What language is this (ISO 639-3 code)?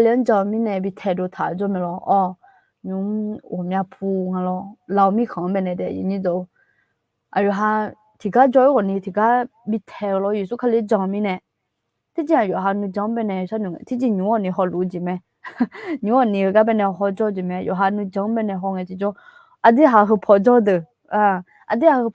ahk